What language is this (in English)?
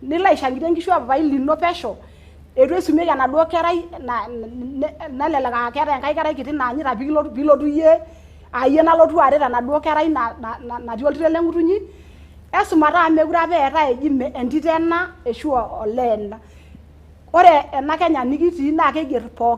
Masai